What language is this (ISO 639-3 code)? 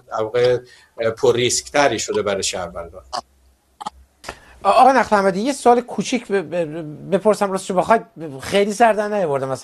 fas